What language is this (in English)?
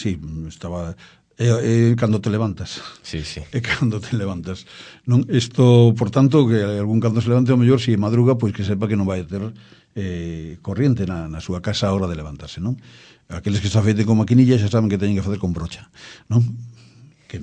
Galician